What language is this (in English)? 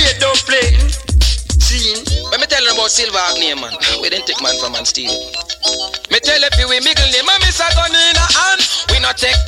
Jamaican Creole English